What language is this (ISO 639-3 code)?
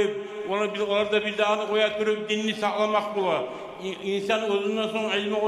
kum